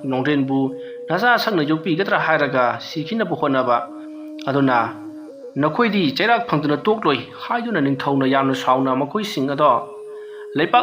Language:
Manipuri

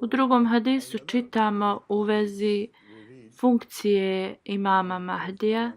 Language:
Bosnian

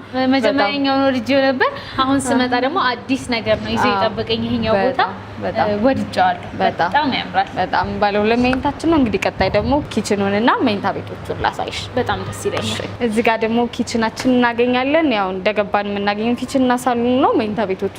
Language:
Amharic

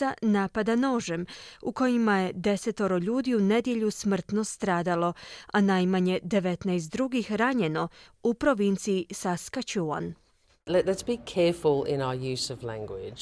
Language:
Croatian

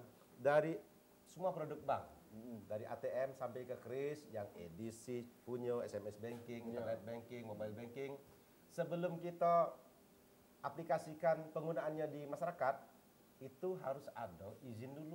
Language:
Musi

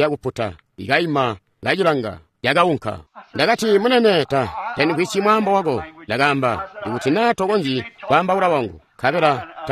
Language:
Tonga (Zambia)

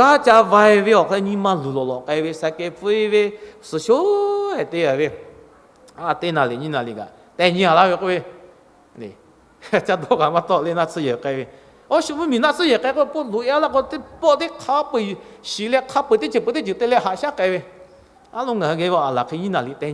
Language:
Lahu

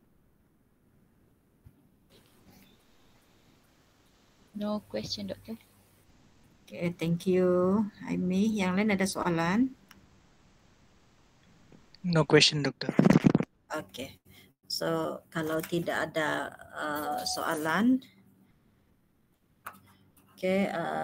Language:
Malay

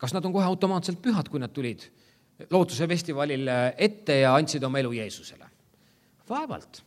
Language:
Estonian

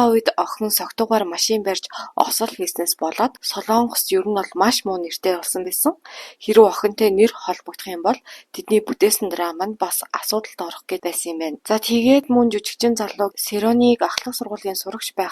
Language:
Mongolian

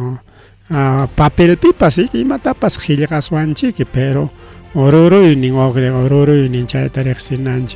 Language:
Ayacucho Quechua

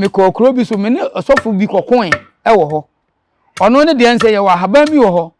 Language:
Akan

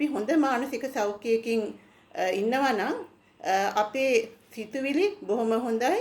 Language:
Sinhala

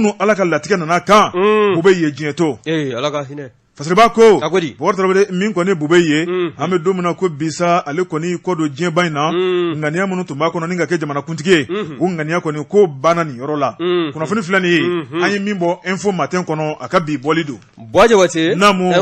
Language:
Bambara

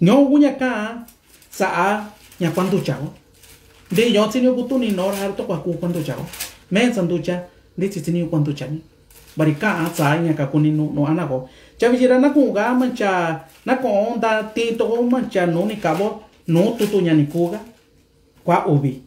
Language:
Mixtepec Mixtec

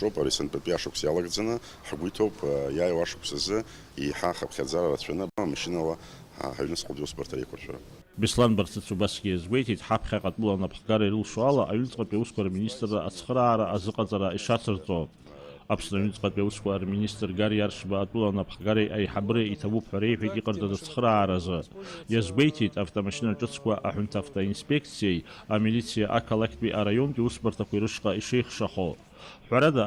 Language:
Abkhazian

